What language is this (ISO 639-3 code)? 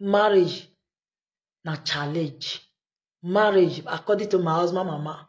pcm